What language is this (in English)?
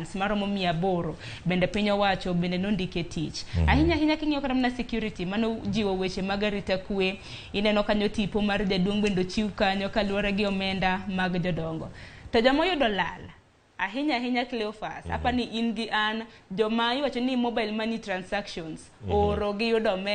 Luo (Kenya and Tanzania)